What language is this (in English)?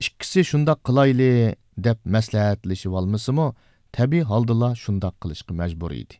Uyghur